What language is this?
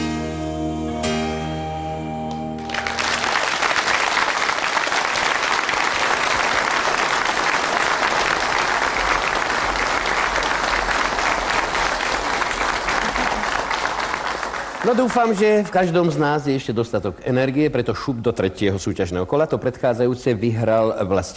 Slovak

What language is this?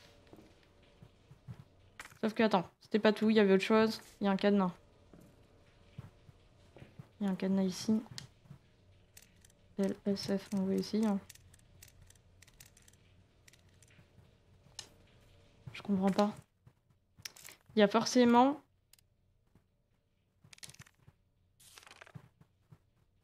French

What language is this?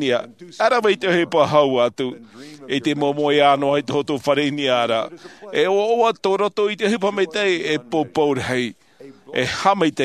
Tahitian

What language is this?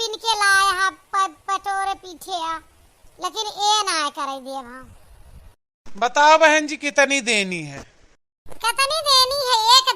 Awadhi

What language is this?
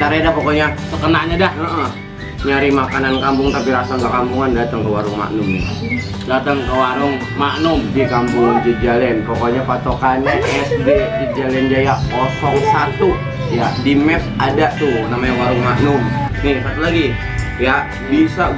Betawi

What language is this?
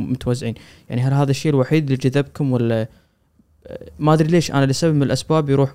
Gulf Arabic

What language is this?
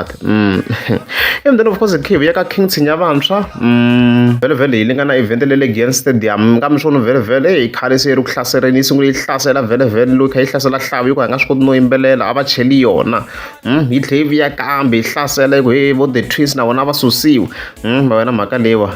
Tsonga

